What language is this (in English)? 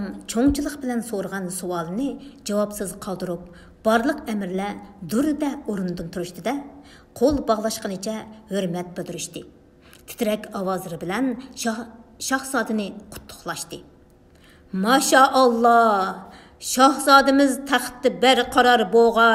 Uyghur